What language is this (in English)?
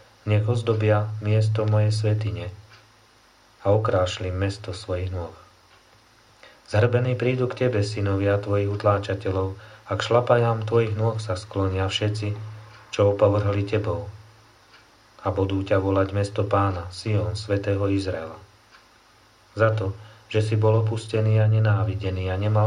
Slovak